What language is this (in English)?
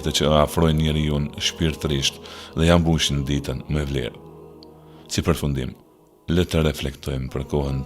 Albanian